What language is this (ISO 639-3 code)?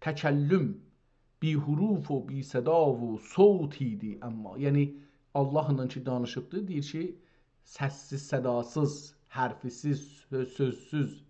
azb